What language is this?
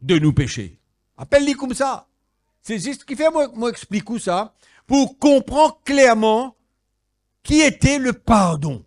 Morisyen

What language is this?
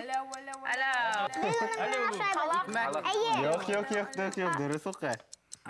Bashkir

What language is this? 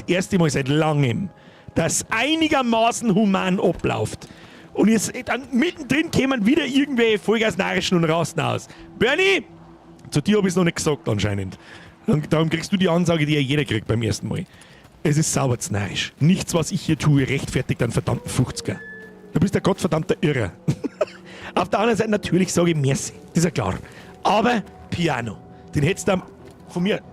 Bavarian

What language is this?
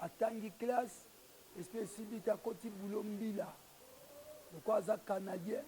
Lingala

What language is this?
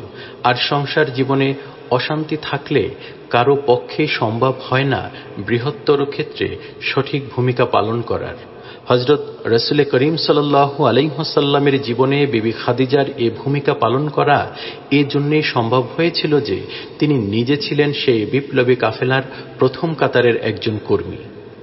Bangla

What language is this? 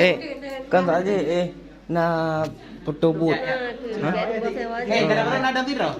Achinese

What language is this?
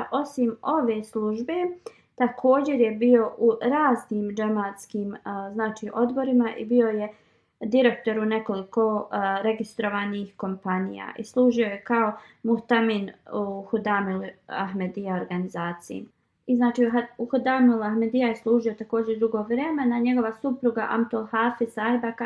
Bosnian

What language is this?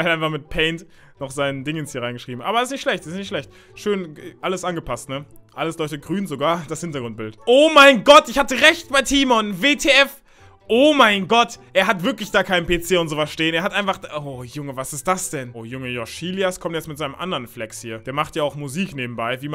German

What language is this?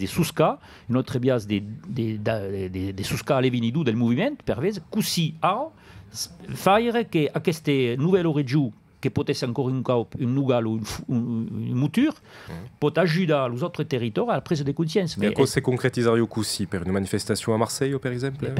Occitan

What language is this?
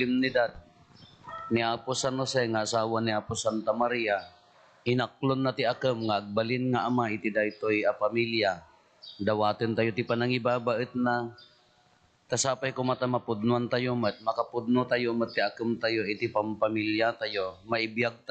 Iloko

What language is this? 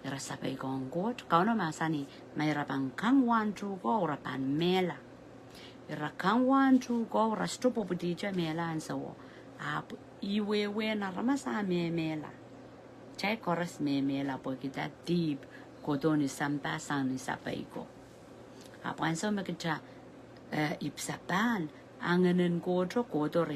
Pohnpeian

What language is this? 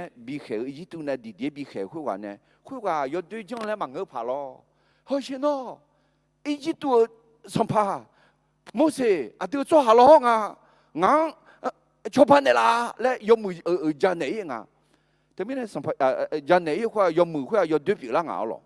Akha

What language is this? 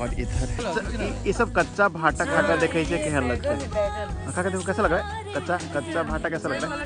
Maithili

